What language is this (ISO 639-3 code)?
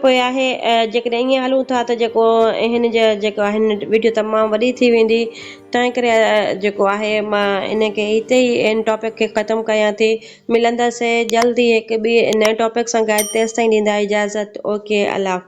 snd